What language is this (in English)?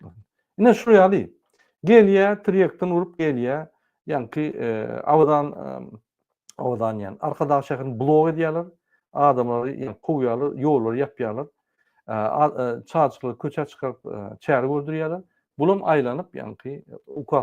Turkmen